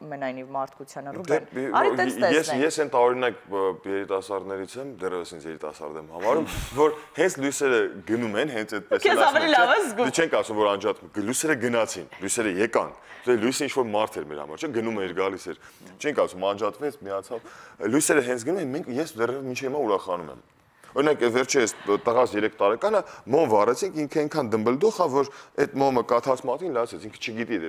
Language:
Armenian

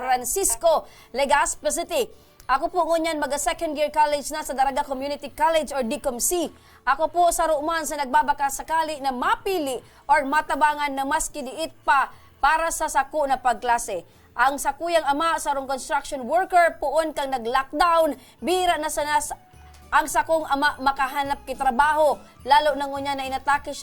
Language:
Bikol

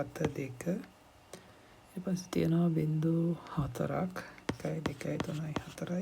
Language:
Sinhala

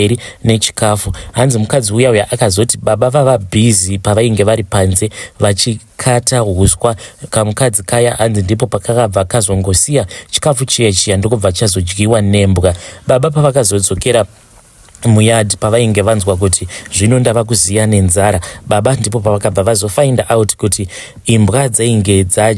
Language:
Shona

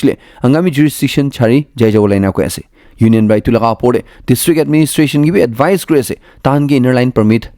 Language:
Naga Pidgin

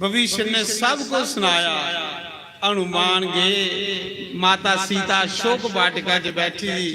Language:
Dogri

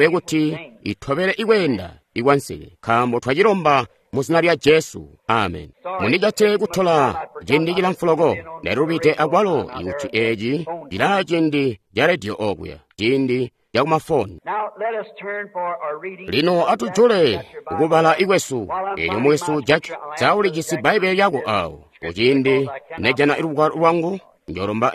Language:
Tonga (Zambia)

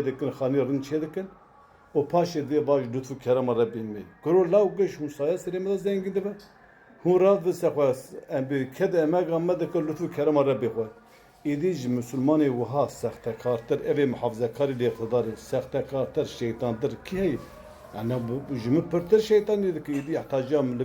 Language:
Kurdish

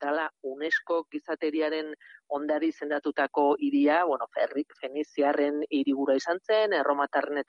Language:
Basque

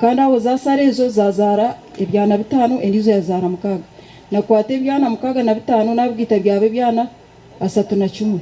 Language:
Nyankole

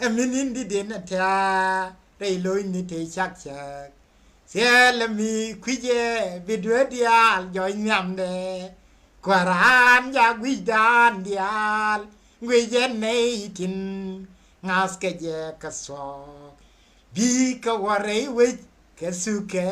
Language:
Nuer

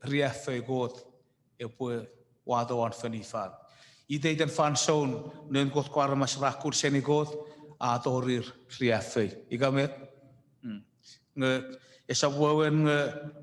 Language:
Chuukese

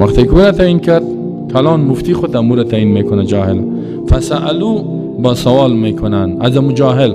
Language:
Persian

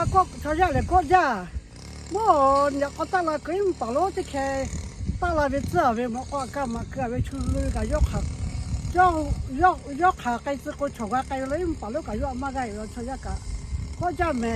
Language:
Lahu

